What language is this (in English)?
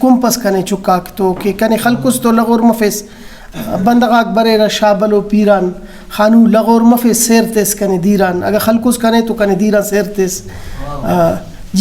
Brahui